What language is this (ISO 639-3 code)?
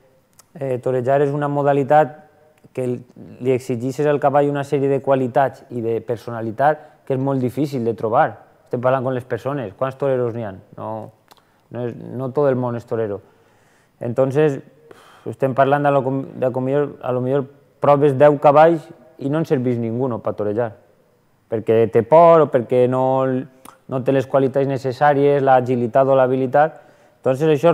cat